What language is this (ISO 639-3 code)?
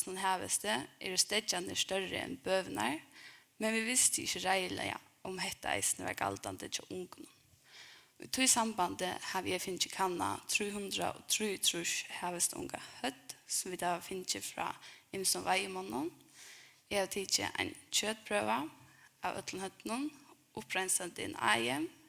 fao